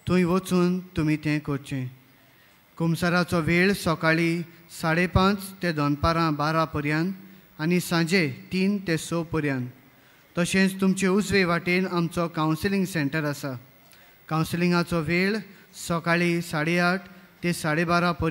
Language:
Konkani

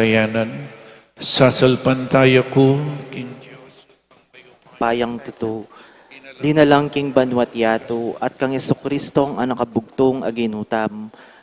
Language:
Pampanga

